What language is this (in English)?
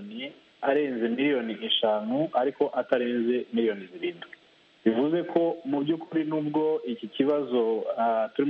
Kinyarwanda